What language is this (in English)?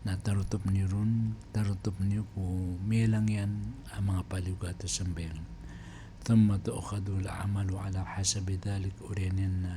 Maranao